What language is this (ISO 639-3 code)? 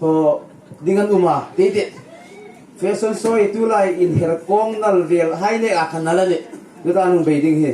hmr